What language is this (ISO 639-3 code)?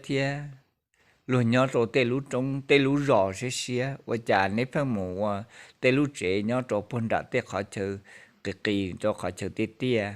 hmn